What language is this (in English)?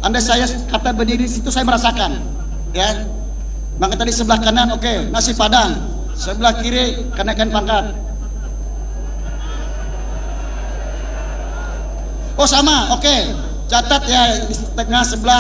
Indonesian